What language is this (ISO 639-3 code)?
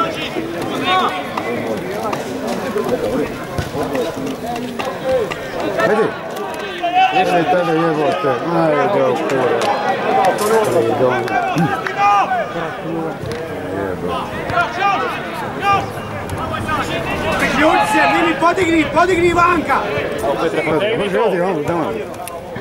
hrv